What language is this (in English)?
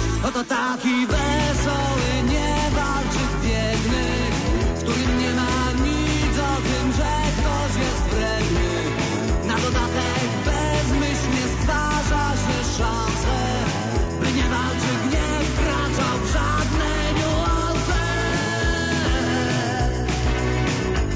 Polish